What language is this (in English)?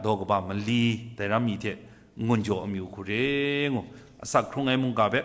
Kachin